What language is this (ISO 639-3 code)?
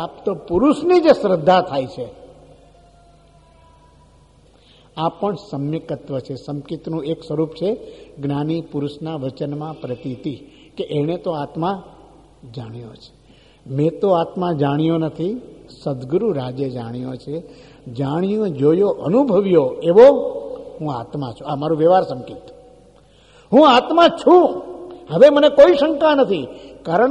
guj